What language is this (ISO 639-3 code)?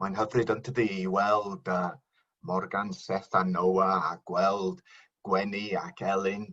cym